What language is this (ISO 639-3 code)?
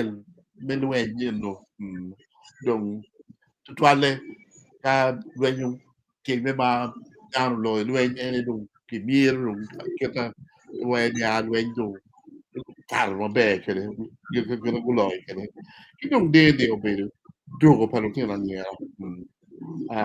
ach